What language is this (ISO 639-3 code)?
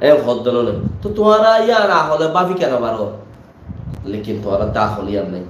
rhg